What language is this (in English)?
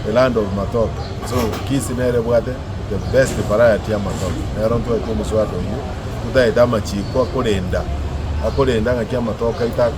Gusii